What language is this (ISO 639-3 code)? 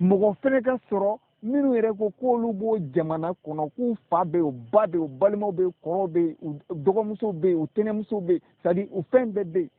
bam